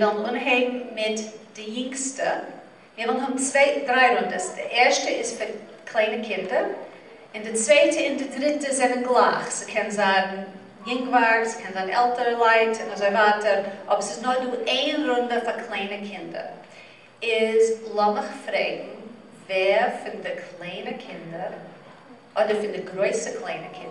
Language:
Yiddish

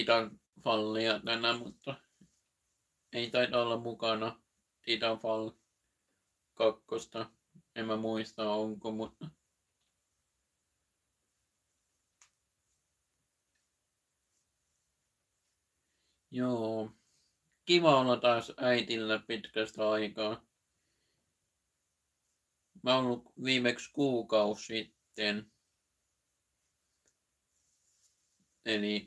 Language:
Finnish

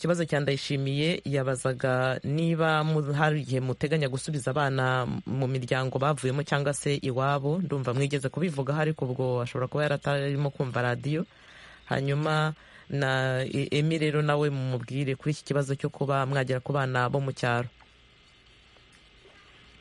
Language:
Kinyarwanda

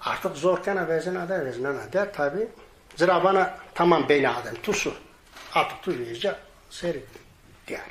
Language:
Zaza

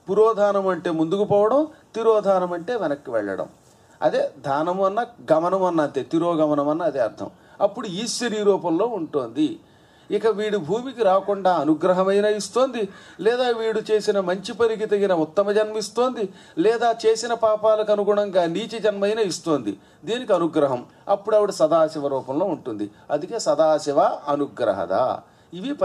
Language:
Telugu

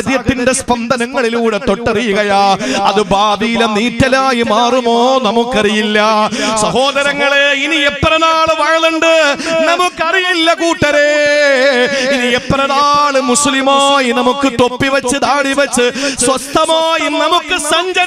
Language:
Malayalam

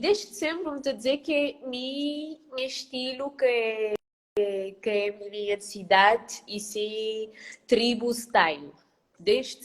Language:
Kabuverdianu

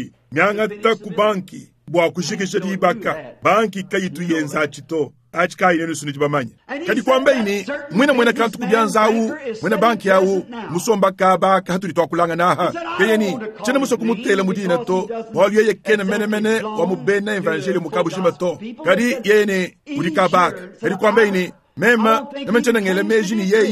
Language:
Luba-Lulua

